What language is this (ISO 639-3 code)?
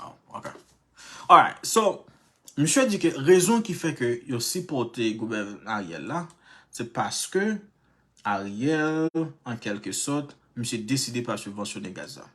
hat